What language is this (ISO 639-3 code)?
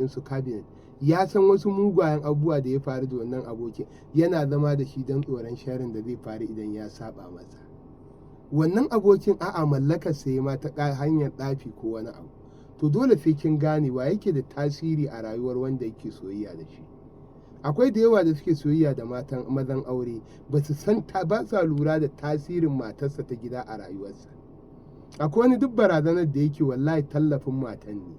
hau